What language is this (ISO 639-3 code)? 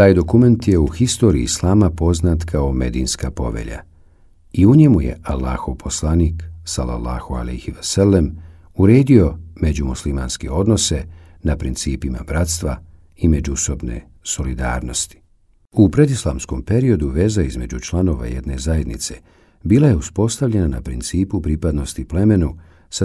bos